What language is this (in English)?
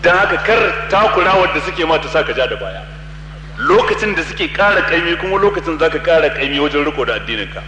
Hausa